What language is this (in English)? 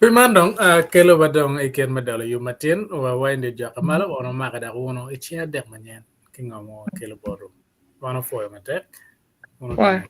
Acoli